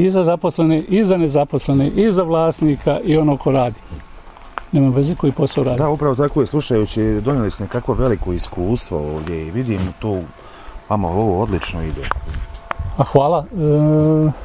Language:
Bosnian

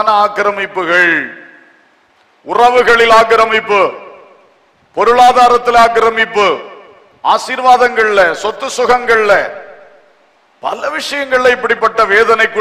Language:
Tamil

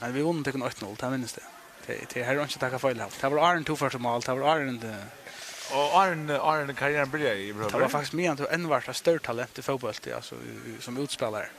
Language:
Faroese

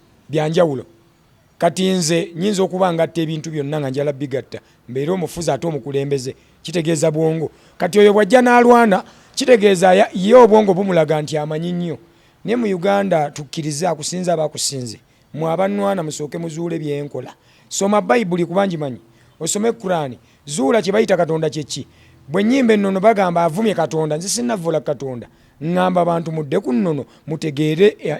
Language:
Ganda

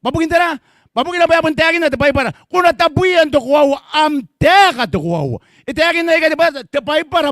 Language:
Gilbertese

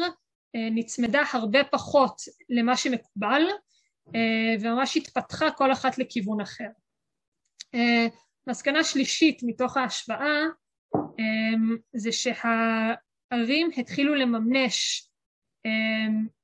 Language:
Hebrew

